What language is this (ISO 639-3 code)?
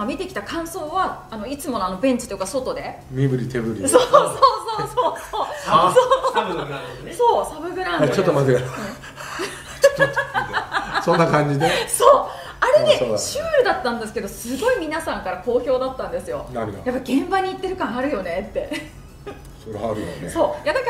jpn